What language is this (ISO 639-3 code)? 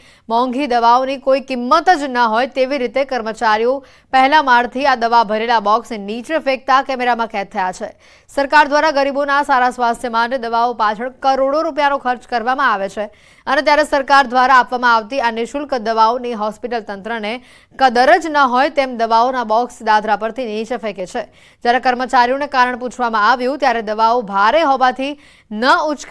guj